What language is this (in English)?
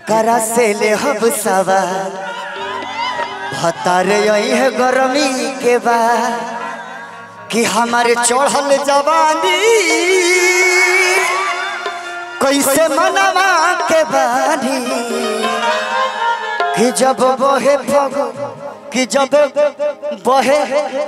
Bhojpuri